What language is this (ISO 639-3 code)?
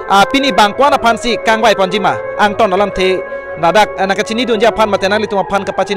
mjw